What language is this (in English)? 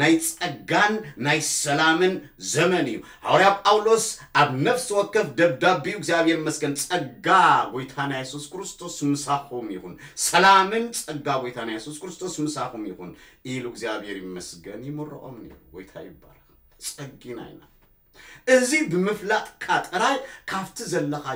Tigrinya